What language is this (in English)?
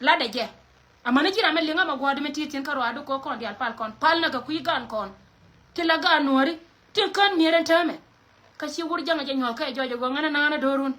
Nuer